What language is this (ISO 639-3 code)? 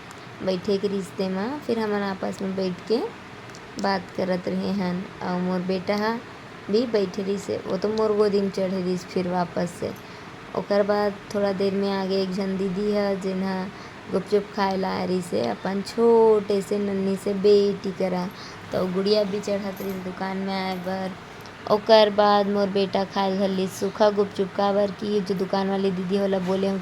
hne